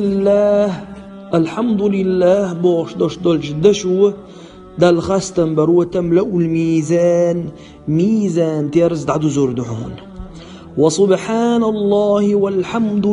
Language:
Chechen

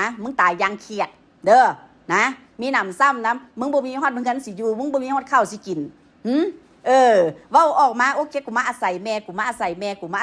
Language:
Northeastern Thai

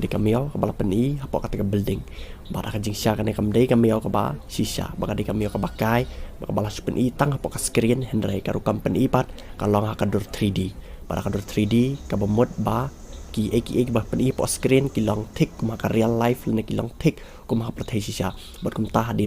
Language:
Khasi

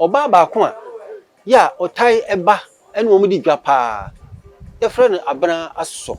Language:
Akan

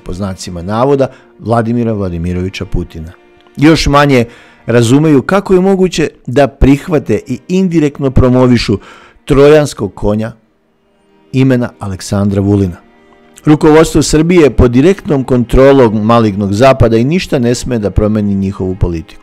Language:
Serbian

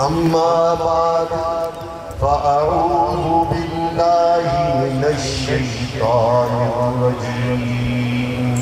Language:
Baluchi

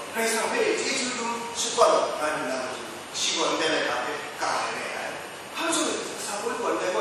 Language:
Kachin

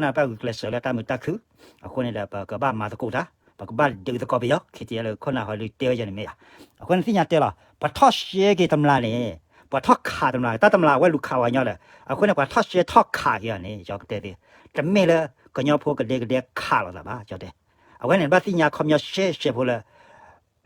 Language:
S'gaw Karen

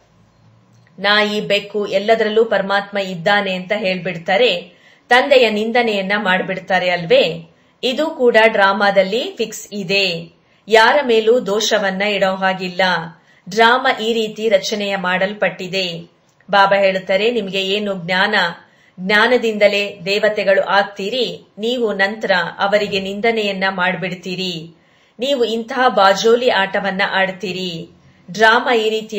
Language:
Kannada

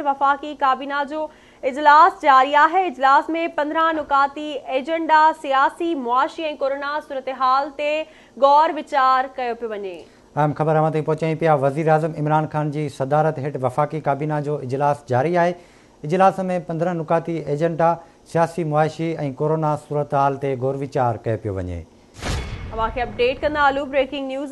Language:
Sindhi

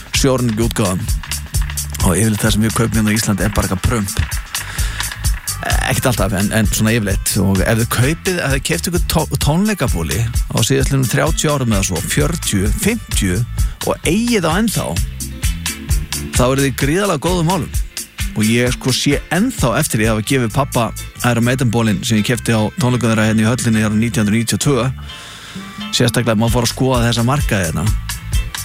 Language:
Icelandic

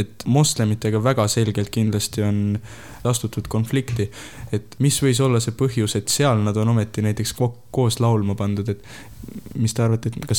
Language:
Estonian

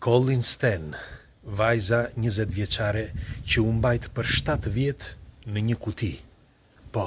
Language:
Albanian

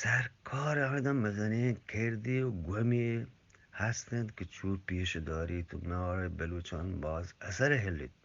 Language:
Eastern Balochi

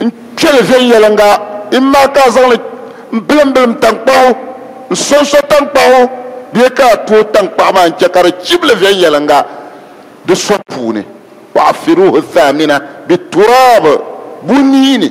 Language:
Dagbani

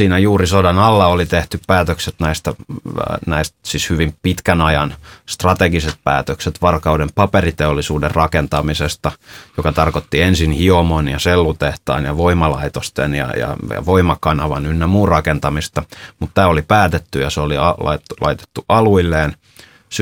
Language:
Finnish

